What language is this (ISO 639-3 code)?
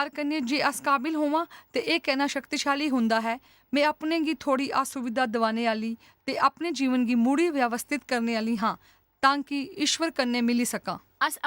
doi